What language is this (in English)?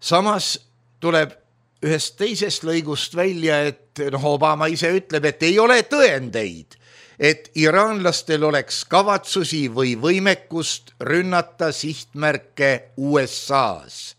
Estonian